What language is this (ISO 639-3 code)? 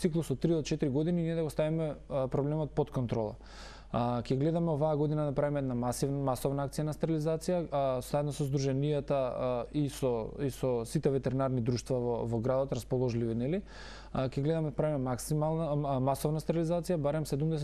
mkd